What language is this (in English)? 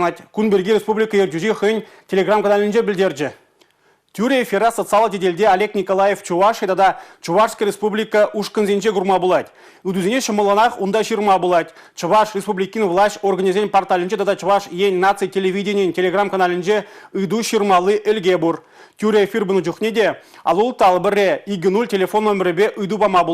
Chuvash